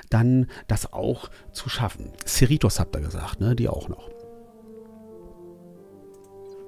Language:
German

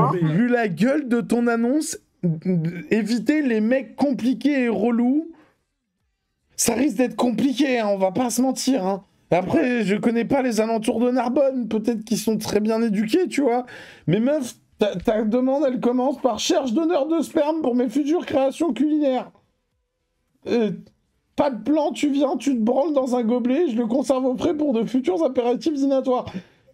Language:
French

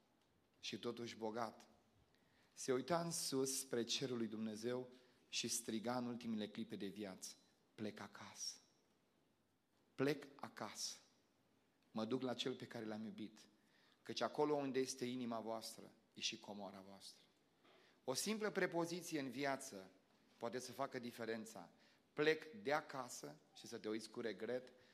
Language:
Romanian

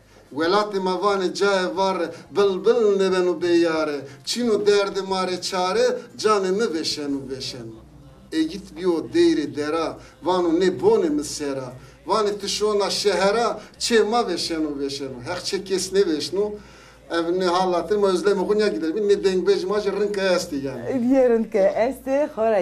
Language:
Zaza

